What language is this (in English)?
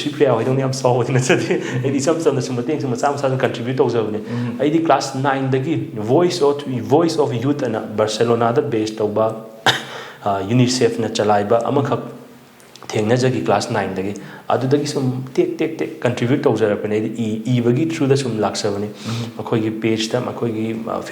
Manipuri